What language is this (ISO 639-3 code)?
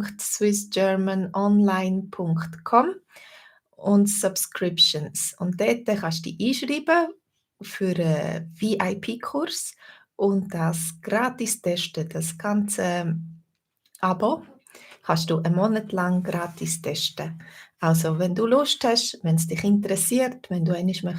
gsw